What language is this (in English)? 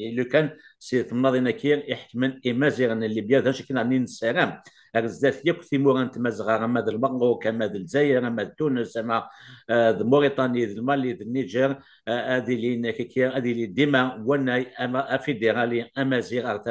Kabyle